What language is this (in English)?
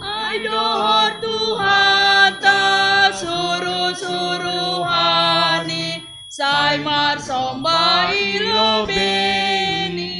Batak Simalungun